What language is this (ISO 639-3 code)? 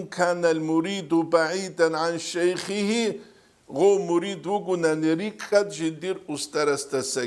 ava